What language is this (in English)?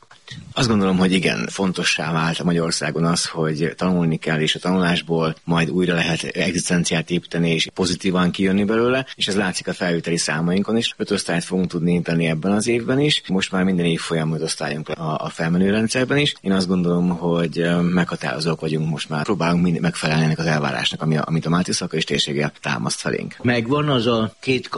Hungarian